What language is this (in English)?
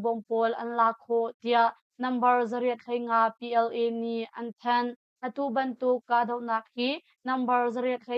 Hakha Chin